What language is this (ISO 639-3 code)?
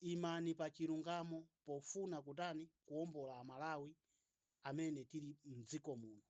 nya